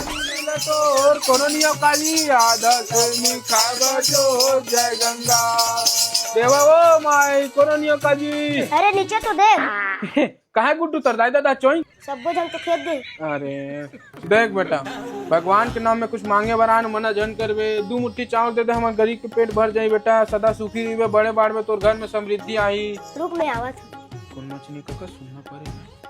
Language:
Chhattisgarhi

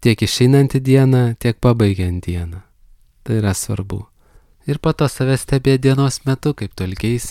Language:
Lithuanian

